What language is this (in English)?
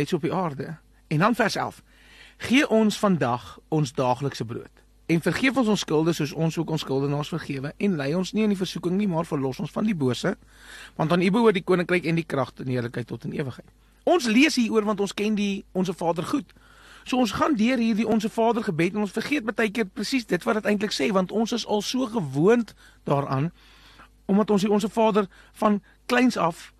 Afrikaans